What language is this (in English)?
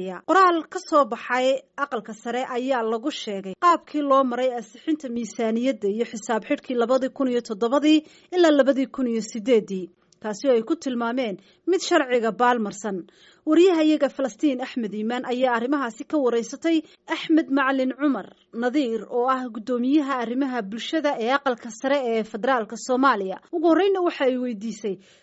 Somali